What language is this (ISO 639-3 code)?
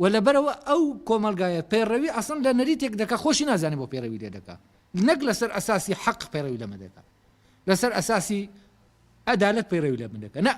ckb